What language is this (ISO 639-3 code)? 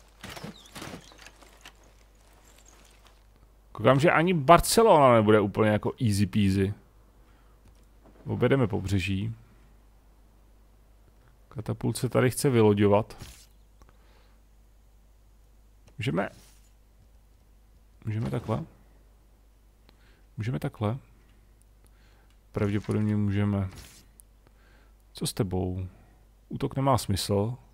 ces